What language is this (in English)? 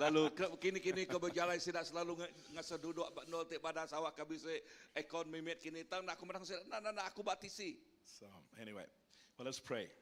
Iban